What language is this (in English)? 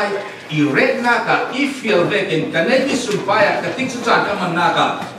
Falam Chin